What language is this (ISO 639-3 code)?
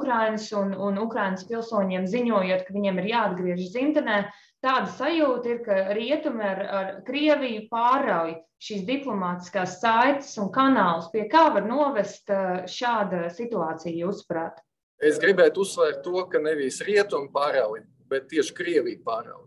lav